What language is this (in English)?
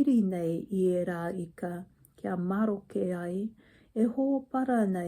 Māori